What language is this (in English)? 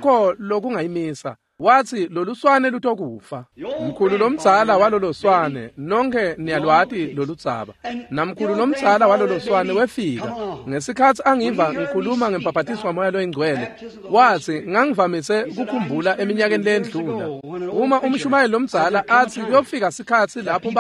Swati